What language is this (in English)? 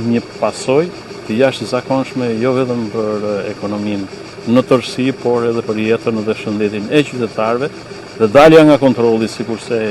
Albanian